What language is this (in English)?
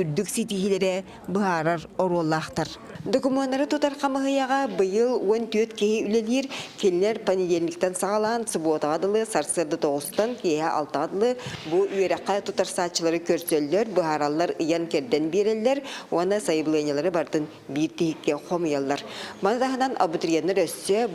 Yakut